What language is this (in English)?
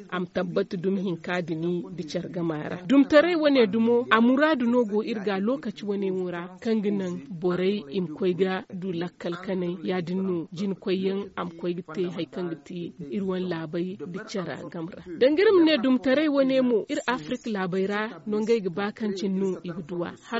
Zarma